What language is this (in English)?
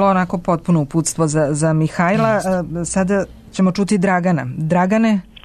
Serbian